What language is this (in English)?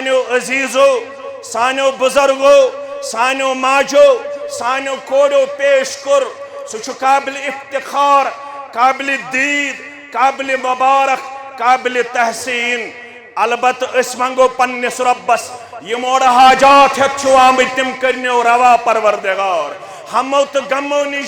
Kashmiri